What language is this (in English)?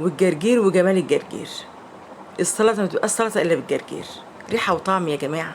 Egyptian Arabic